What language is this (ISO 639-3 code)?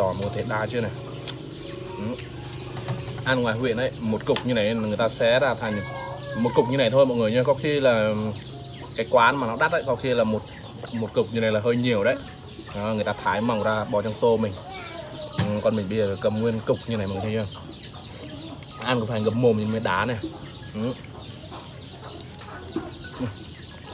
vie